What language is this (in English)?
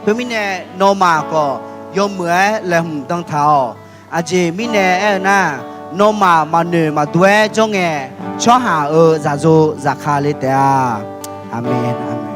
Akha